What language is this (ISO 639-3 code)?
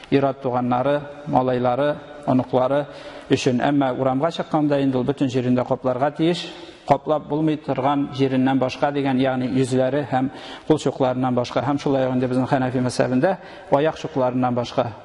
tat